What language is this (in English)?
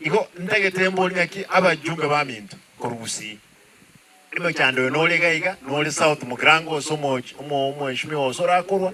Gusii